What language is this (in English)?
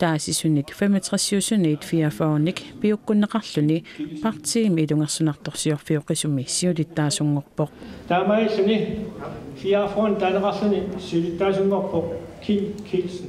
Kalaallisut